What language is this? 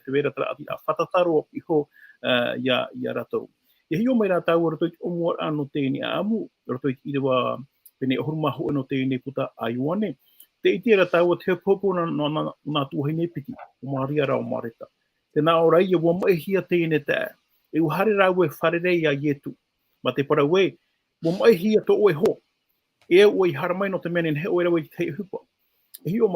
Tahitian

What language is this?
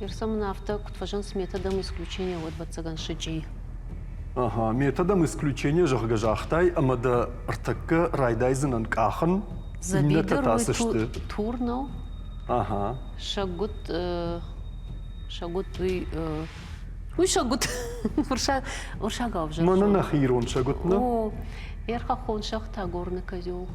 Ossetic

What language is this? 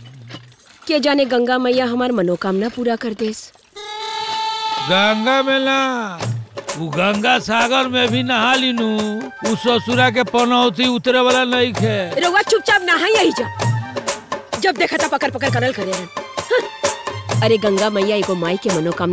Bhojpuri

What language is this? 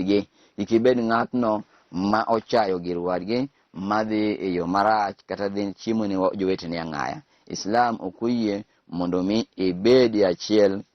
Luo (Kenya and Tanzania)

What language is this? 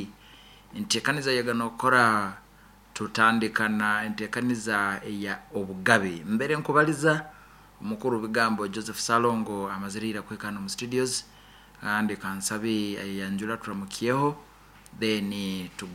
Nyoro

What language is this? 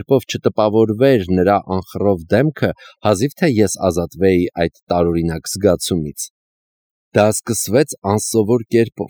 Armenian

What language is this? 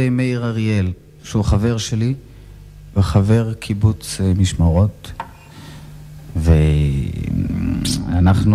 Hebrew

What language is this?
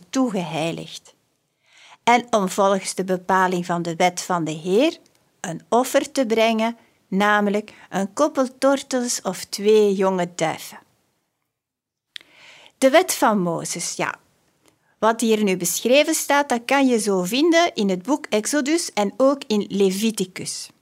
Dutch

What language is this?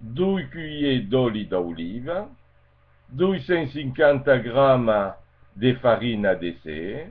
Occitan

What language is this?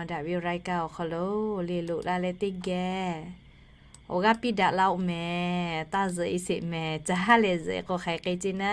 Lahu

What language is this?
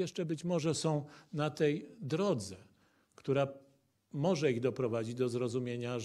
Polish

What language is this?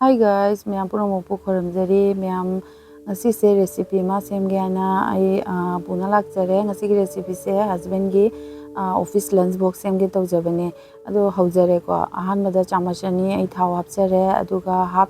Manipuri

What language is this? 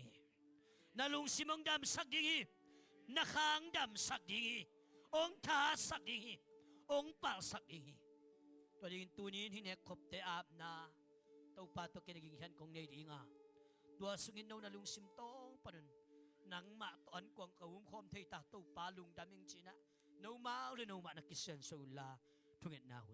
Tedim Chin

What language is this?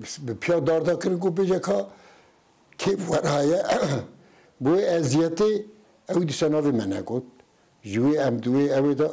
Kurdish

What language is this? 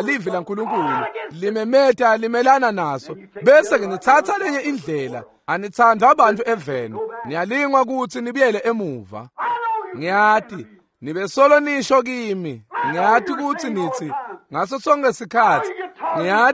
Swati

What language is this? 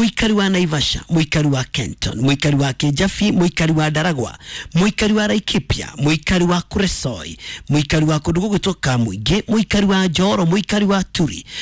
Kikuyu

